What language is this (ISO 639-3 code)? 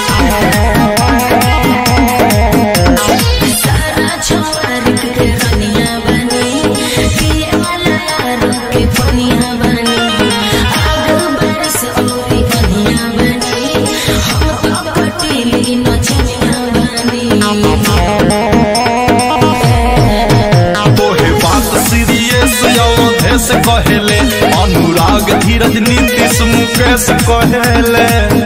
bho